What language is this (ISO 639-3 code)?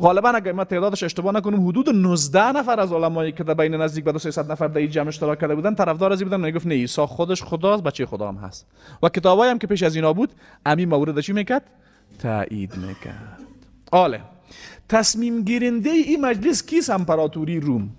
fas